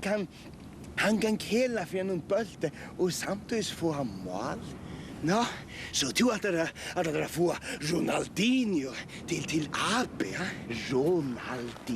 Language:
Faroese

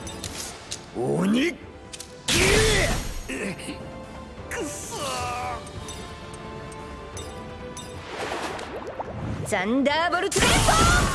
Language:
Japanese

